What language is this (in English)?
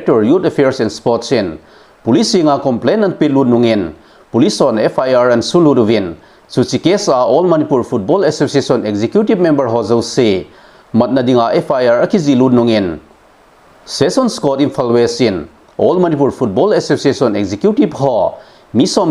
Thado Chin